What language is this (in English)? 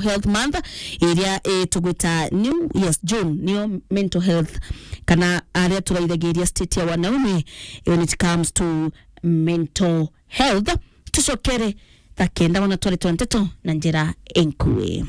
Meru